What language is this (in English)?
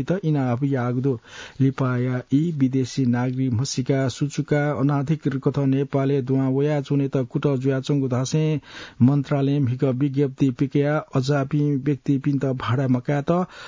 Newari